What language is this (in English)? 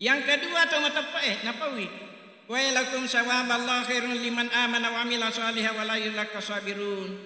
Buginese